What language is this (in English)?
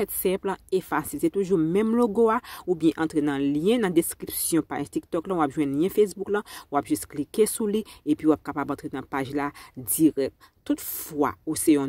Haitian Creole